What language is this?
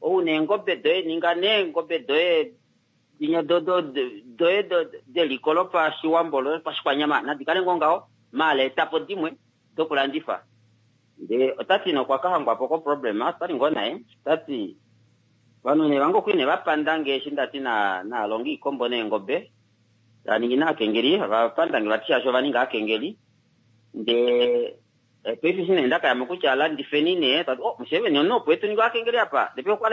Kuanyama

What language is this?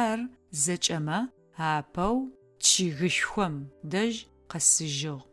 Adyghe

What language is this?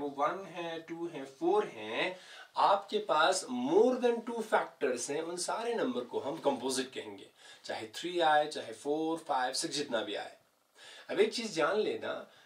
Hindi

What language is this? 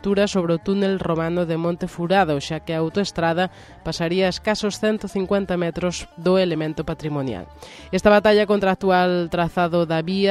Galician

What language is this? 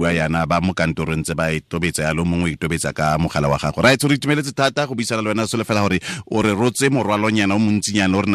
Tswana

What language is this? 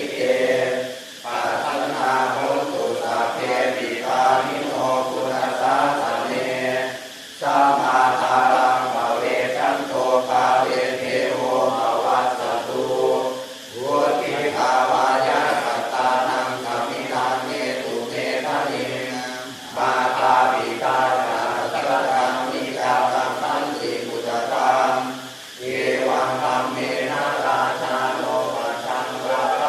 Pali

